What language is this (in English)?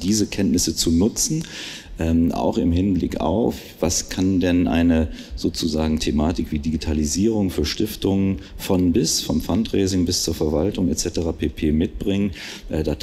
German